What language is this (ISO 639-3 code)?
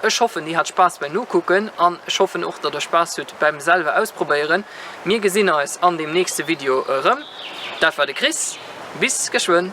ltz